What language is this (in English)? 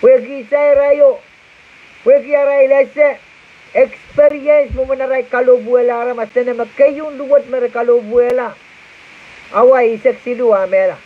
Pohnpeian